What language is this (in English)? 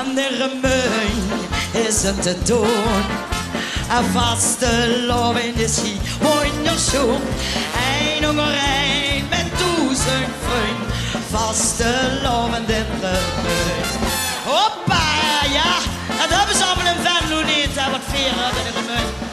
Limburgish